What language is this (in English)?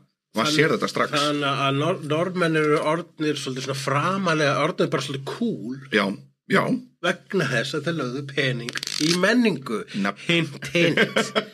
Icelandic